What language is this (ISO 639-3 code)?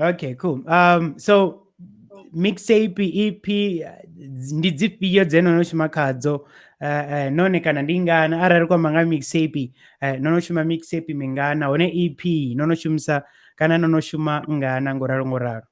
ven